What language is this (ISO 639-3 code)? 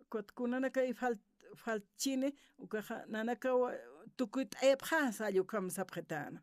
aym